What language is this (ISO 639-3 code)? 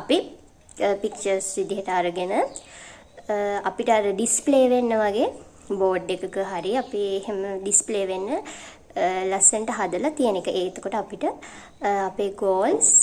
sin